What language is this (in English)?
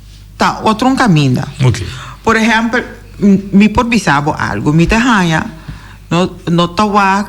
Papiamento